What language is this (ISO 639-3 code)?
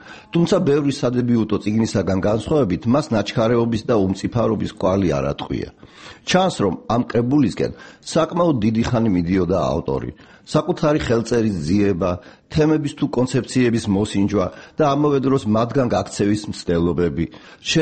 kat